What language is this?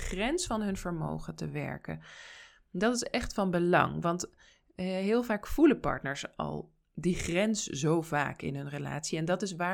Dutch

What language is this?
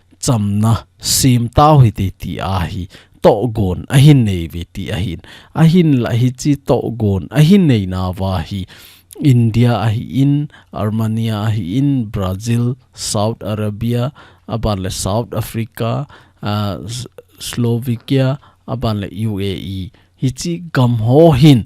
Thado Chin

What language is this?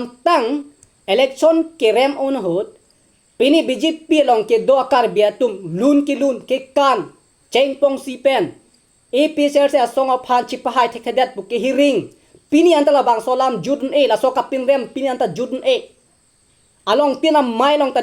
Karbi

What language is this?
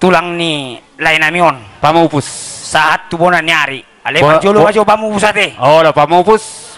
Batak Toba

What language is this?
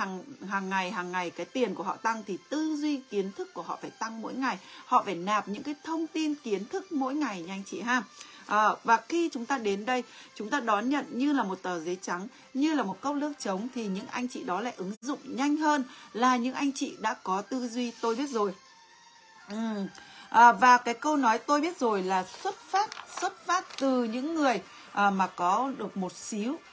Vietnamese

